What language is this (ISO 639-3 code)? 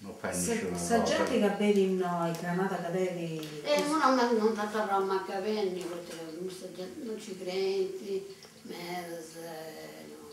srd